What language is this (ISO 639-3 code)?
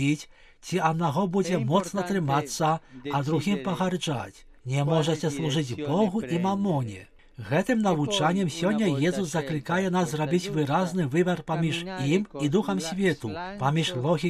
bel